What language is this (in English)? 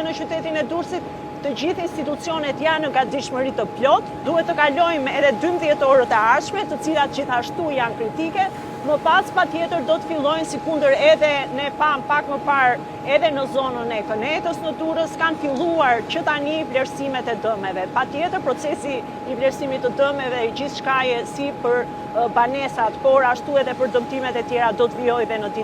Albanian